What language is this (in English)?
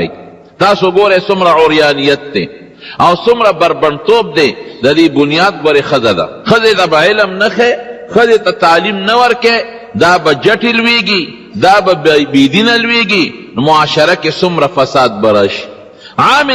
Pashto